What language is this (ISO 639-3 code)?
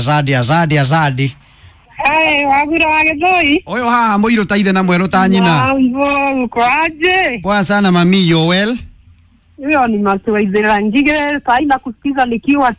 kik